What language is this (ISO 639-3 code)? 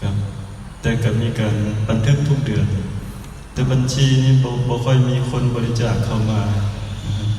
lao